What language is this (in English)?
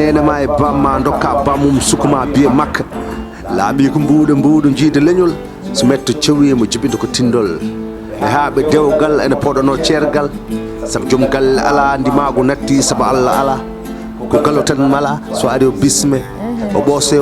Fula